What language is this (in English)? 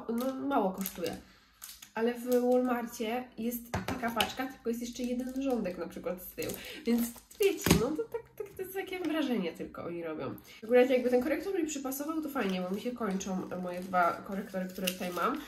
Polish